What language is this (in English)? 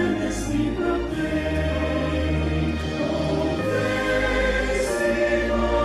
Ewe